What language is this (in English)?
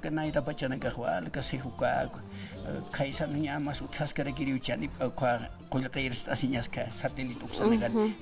Aymara